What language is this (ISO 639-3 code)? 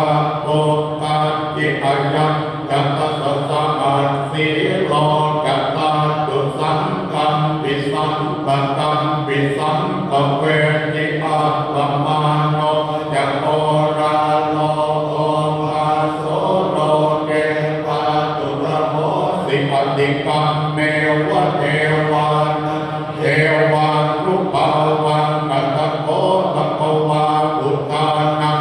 pli